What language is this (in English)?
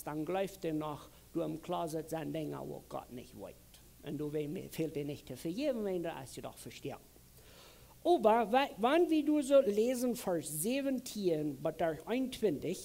Plautdietsch